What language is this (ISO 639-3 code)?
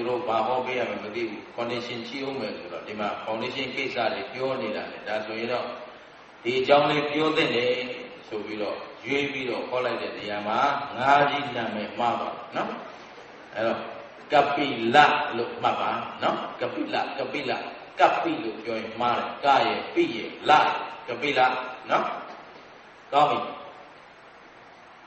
mya